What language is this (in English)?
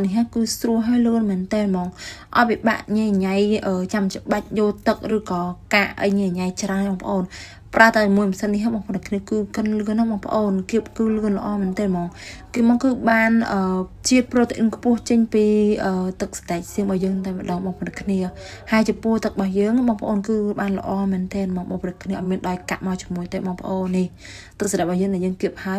Khmer